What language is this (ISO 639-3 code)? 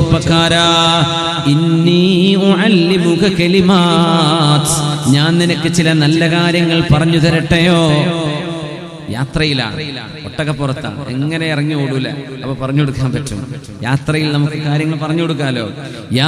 mal